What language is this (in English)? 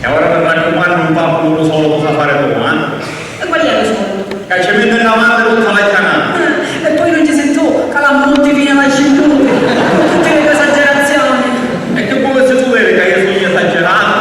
Sicilian